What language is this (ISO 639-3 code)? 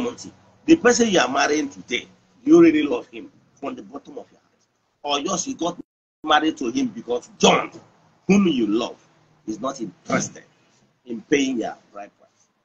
ibo